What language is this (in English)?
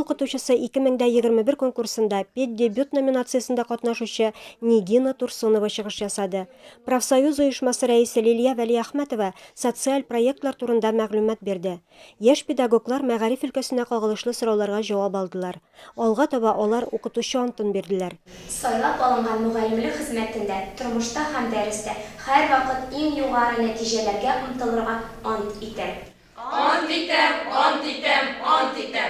Tatar